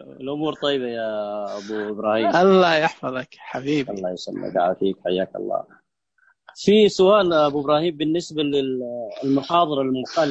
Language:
Najdi Arabic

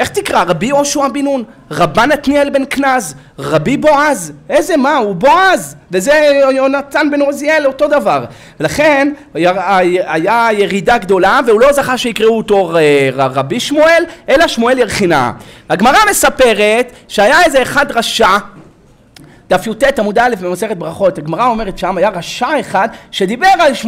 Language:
Hebrew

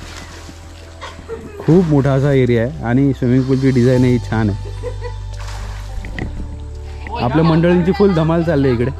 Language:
Marathi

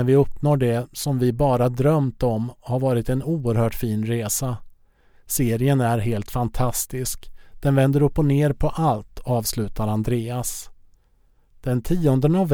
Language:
Swedish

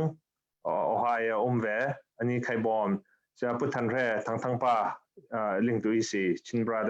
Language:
Falam Chin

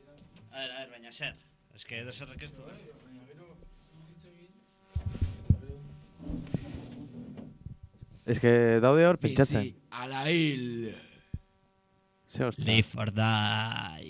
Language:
Basque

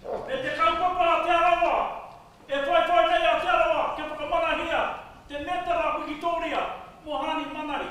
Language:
Māori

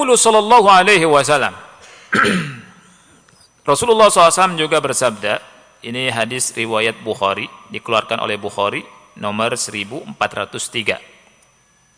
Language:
Indonesian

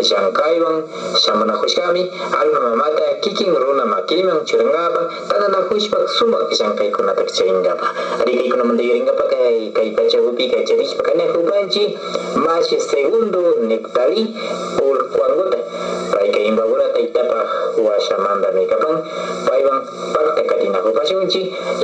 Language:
Imbabura Highland Quichua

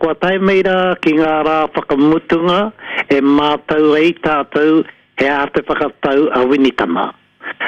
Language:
Māori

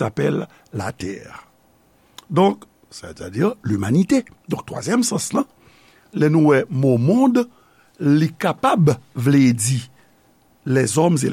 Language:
Haitian Creole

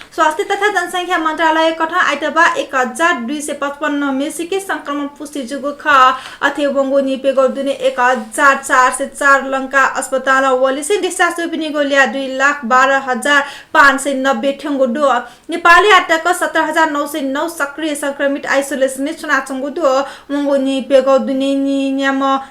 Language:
Newari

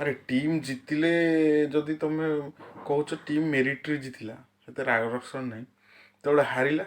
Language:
Odia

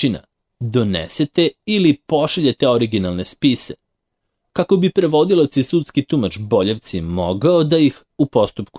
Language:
Serbian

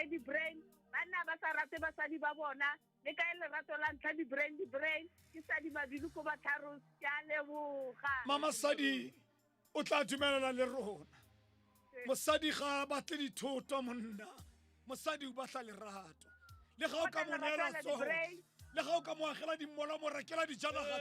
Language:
Tswana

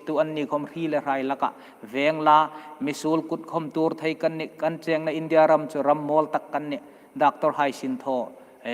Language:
Hmar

